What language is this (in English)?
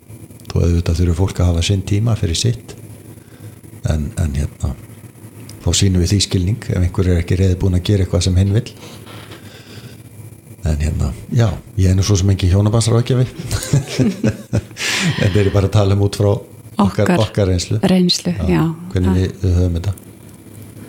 Icelandic